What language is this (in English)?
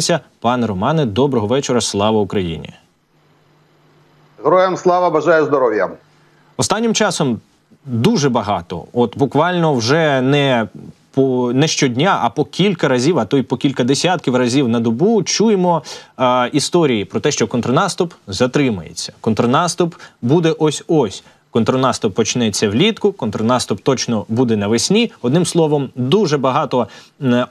Ukrainian